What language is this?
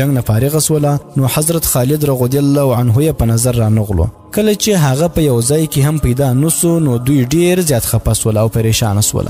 Pashto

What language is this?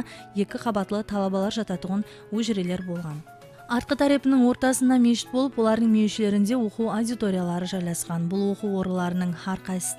Kara-Kalpak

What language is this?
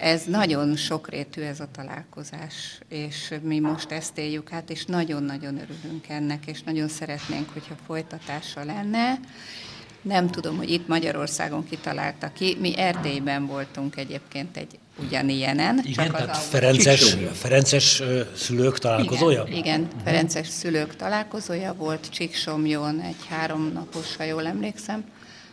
Hungarian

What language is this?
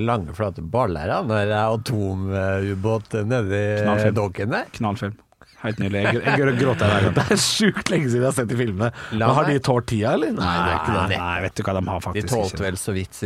Norwegian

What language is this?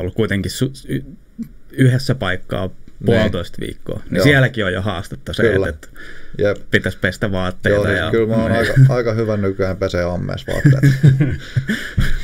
Finnish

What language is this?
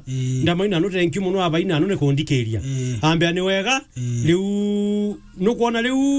Meru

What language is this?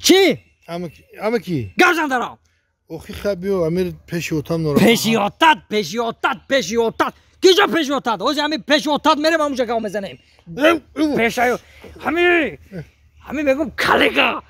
Tajik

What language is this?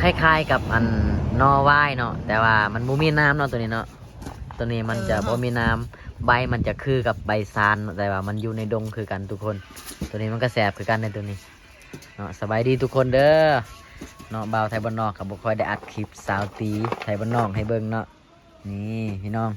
Lao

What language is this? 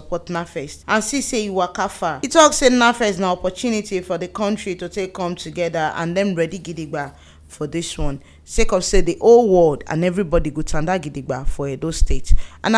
Nigerian Pidgin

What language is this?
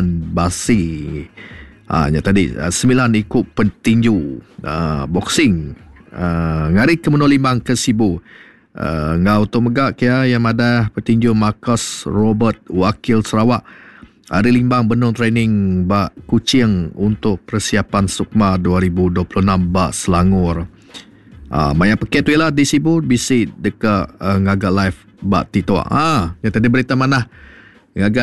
Iban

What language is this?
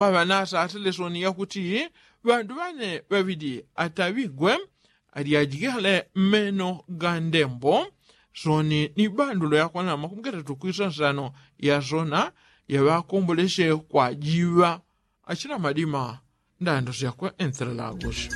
Yao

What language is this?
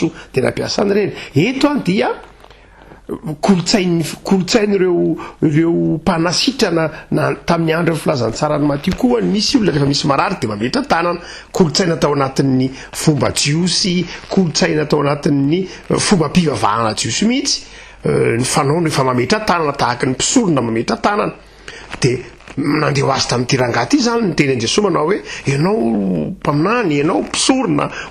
Malagasy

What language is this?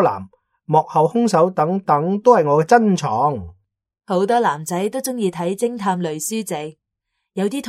Cantonese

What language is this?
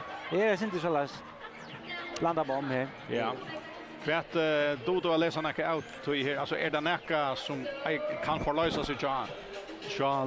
Faroese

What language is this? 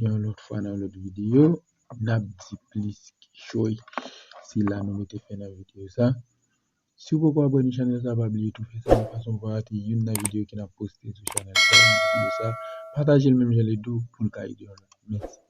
Haitian Creole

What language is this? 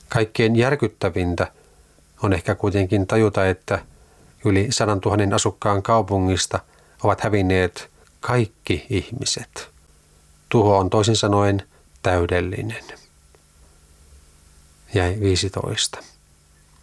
Finnish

